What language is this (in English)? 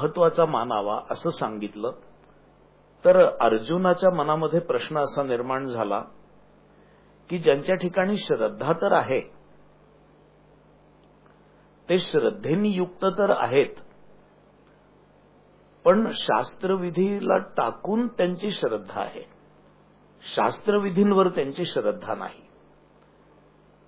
Marathi